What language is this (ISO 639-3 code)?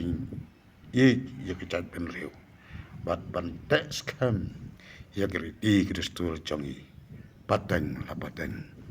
kha